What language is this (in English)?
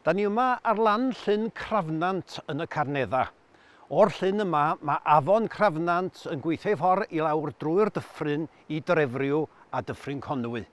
Welsh